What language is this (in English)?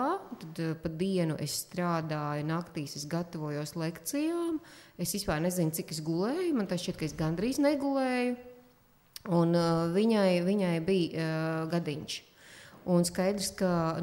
Latvian